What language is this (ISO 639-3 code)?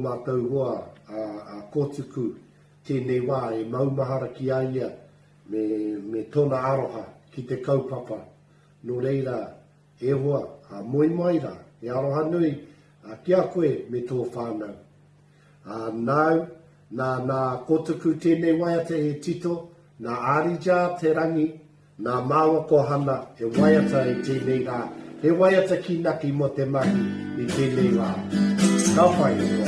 mri